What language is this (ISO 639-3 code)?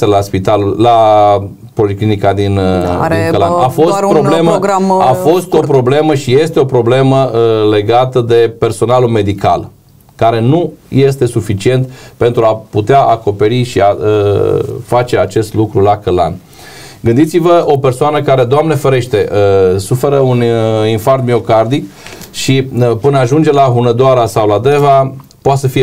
ron